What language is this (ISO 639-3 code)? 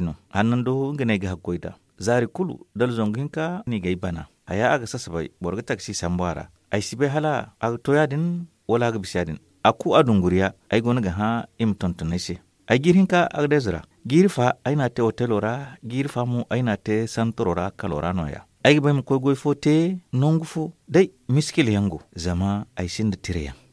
dje